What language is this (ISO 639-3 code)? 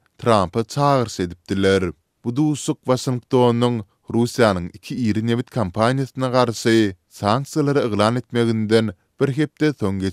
tuk